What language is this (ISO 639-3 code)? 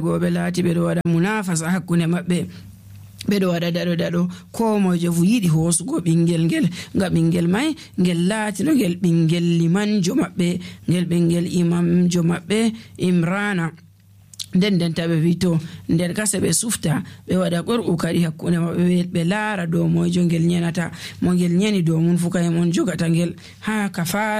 fuv